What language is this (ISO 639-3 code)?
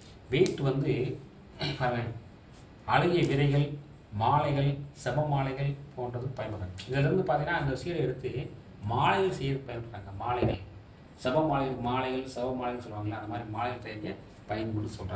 tam